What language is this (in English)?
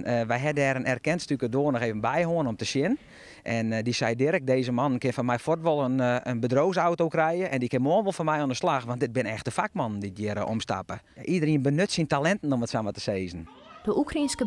Western Frisian